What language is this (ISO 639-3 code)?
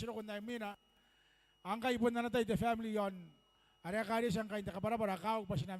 gil